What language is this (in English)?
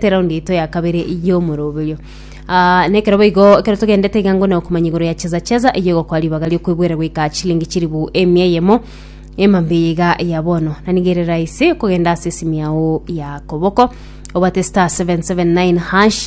Gusii